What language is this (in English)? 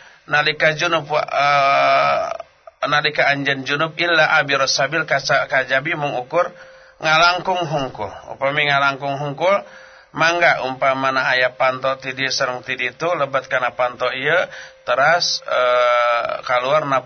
Sundanese